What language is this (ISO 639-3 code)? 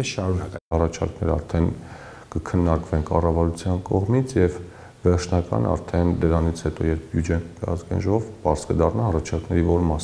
hye